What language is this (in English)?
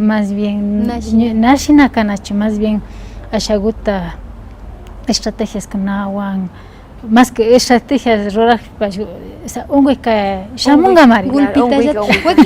Imbabura Highland Quichua